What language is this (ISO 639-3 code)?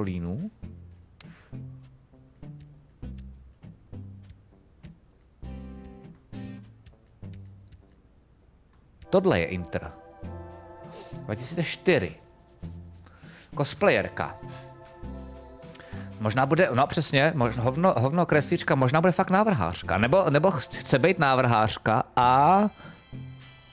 ces